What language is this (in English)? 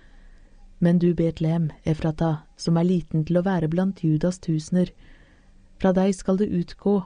Norwegian